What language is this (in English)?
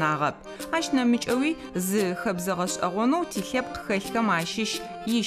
Adyghe